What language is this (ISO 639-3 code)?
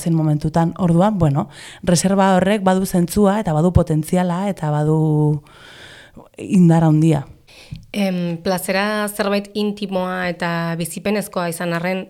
eus